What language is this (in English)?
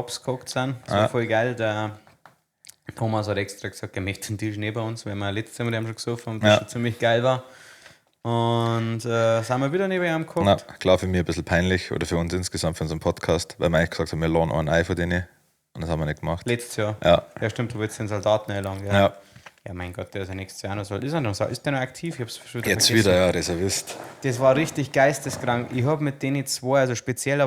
Bavarian